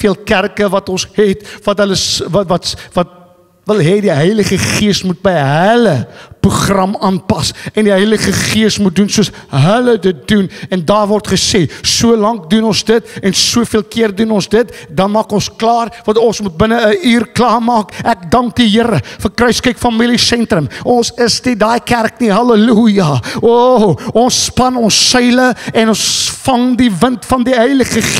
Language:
Afrikaans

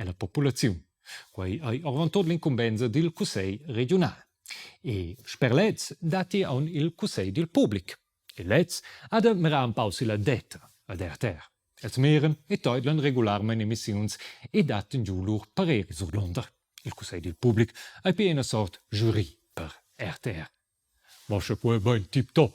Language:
Romansh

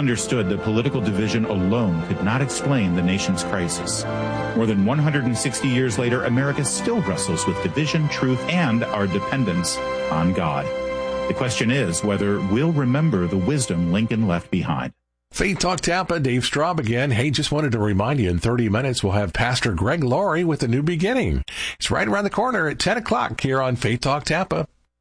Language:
English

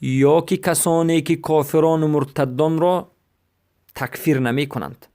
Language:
Persian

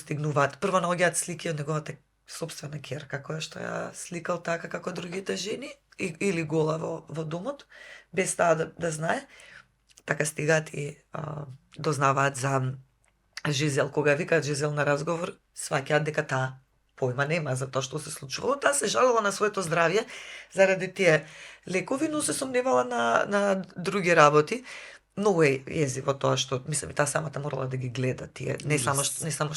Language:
Macedonian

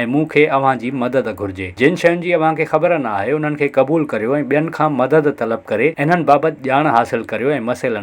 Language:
Sindhi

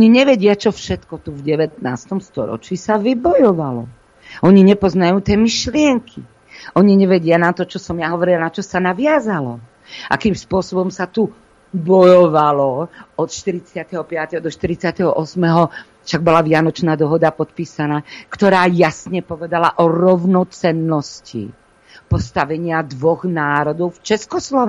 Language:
Slovak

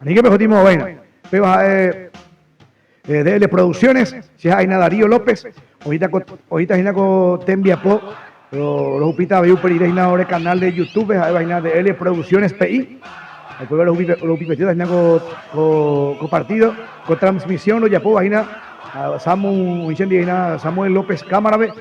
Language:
Guarani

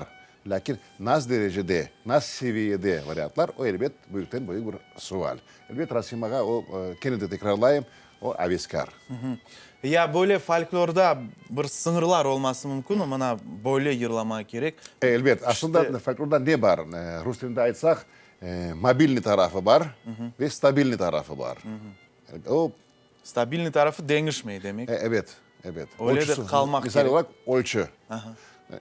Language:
Crimean Tatar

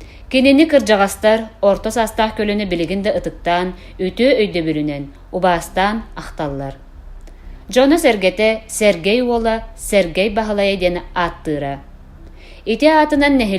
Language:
Yakut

